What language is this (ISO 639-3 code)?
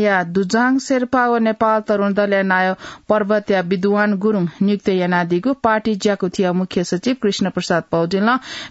new